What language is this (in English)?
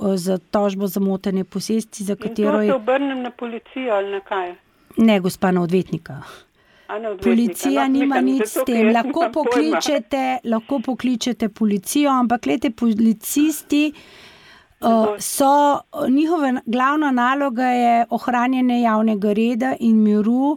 Slovenian